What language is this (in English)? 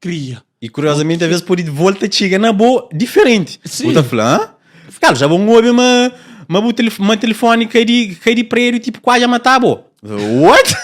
Kabuverdianu